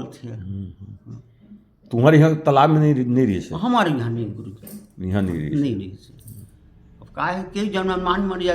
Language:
Chhattisgarhi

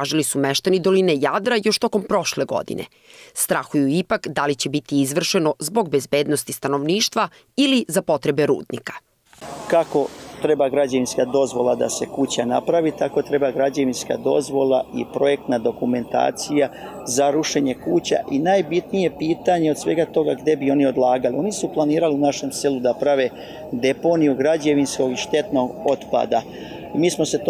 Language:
Serbian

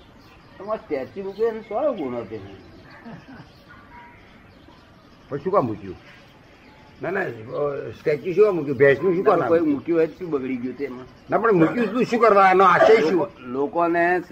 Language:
Gujarati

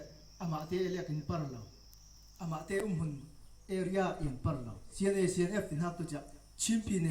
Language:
Falam Chin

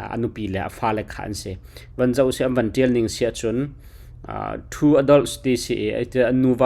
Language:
Hakha Chin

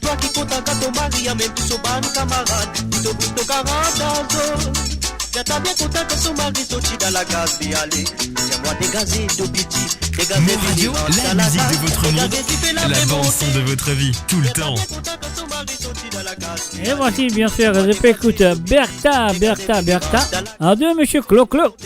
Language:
Morisyen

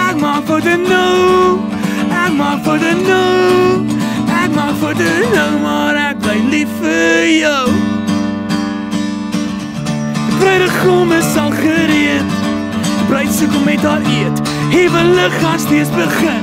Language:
Afrikaans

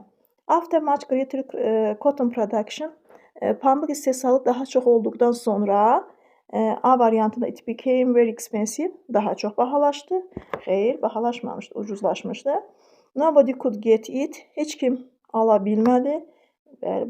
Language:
Azerbaijani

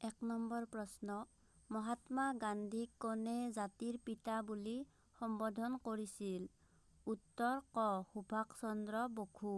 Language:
Assamese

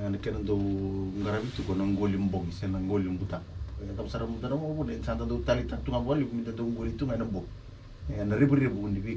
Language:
Fijian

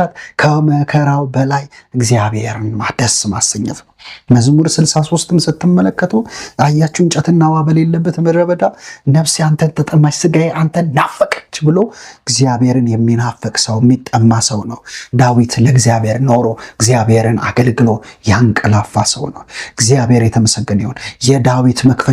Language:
Amharic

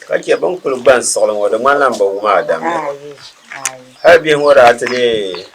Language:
Dagbani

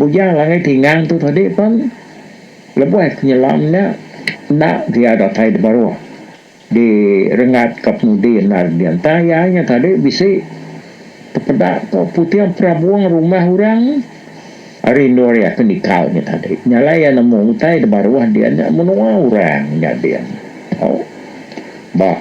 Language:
Iban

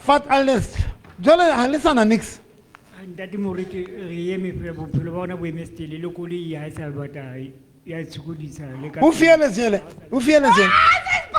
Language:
Southern Sotho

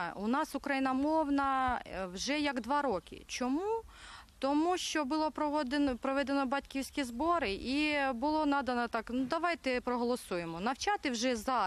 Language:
Ukrainian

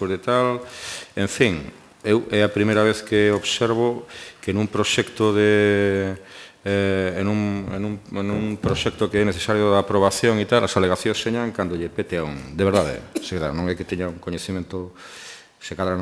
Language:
Galician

